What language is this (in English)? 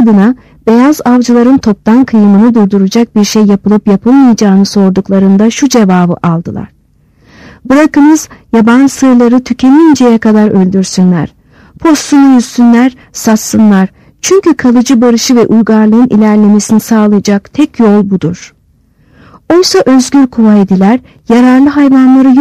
Turkish